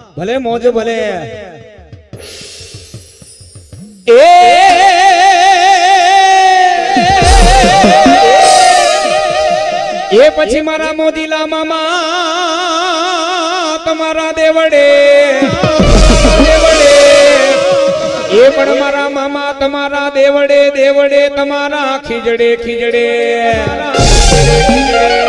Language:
Gujarati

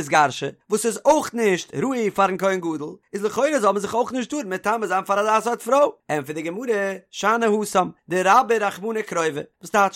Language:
Yiddish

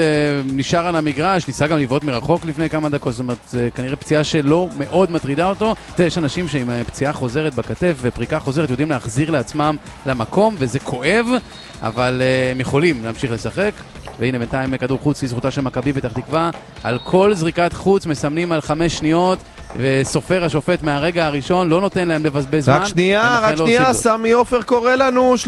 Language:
Hebrew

